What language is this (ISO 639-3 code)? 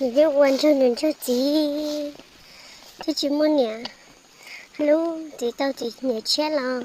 hmn